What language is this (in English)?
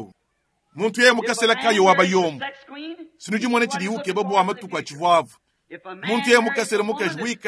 Luba-Lulua